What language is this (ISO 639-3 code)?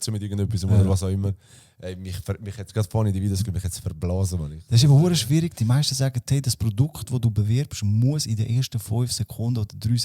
gsw